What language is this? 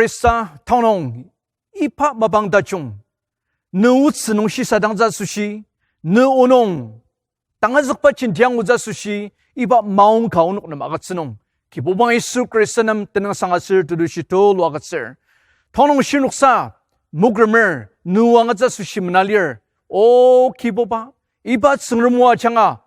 Ao Naga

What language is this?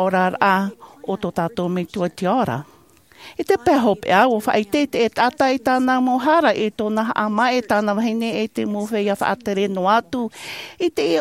Tahitian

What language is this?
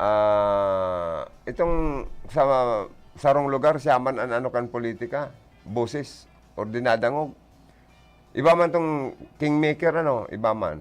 Bikol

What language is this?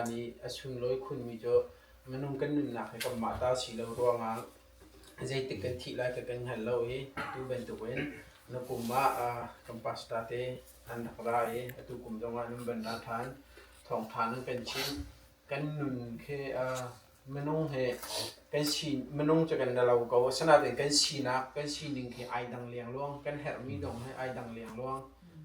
Hakha Chin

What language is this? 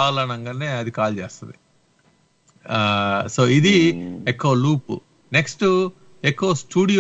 Telugu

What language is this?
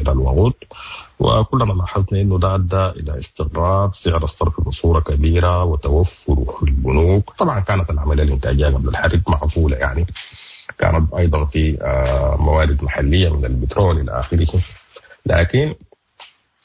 Sudanese Arabic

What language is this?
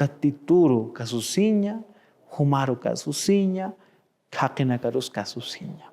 Aymara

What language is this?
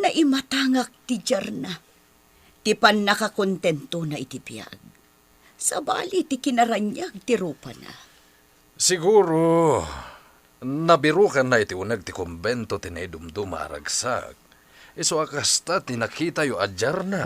Iloko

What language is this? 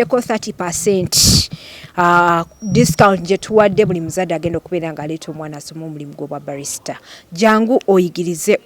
Ganda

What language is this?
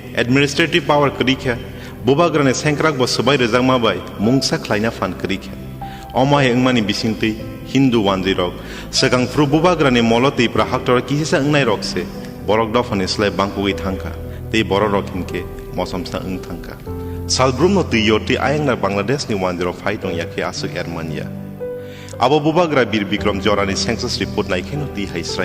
Kok Borok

